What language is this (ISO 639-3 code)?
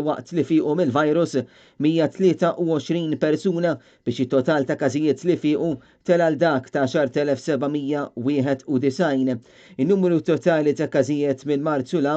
mlt